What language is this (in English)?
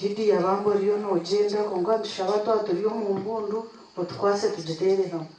Nyankole